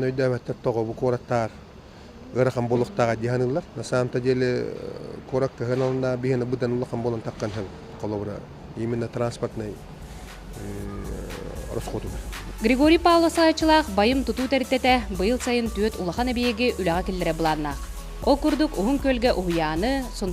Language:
Yakut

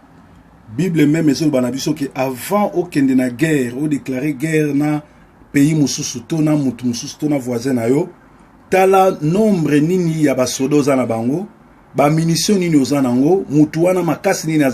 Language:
Lingala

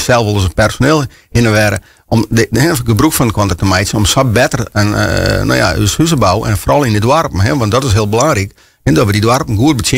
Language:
Western Frisian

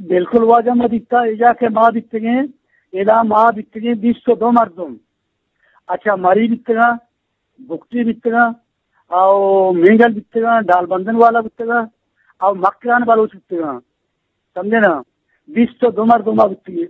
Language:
Eastern Balochi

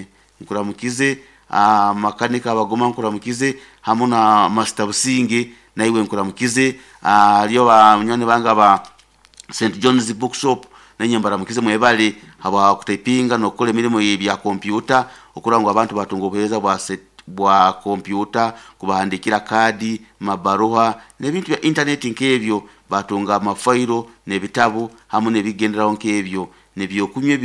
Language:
Nyoro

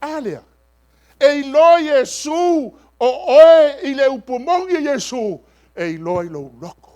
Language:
Samoan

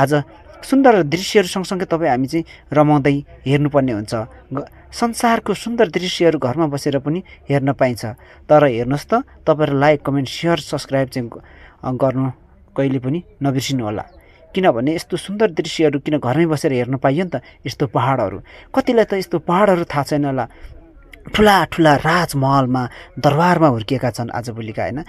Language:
Nepali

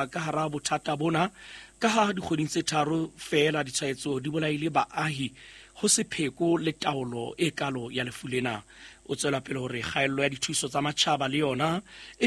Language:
Southern Sotho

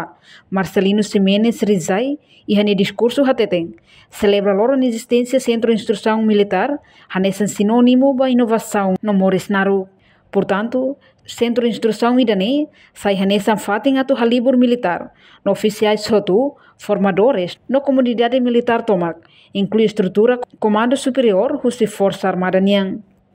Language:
Tetum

